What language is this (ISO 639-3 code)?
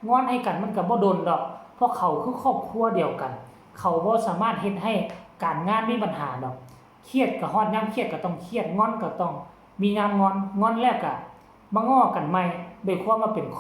tts